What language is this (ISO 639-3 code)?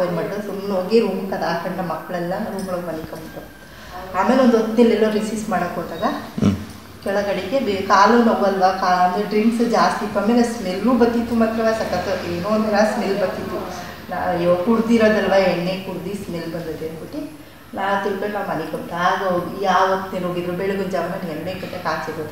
kan